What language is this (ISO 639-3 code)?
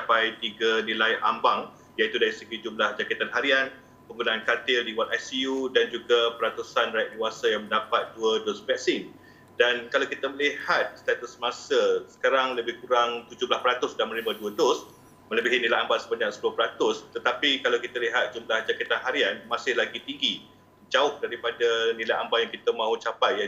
msa